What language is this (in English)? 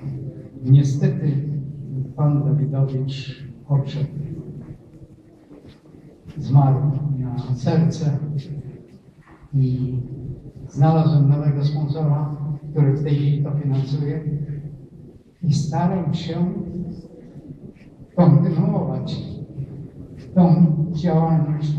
Polish